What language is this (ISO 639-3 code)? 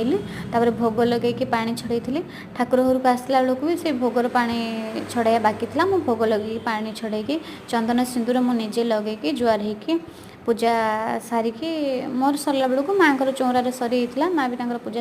ori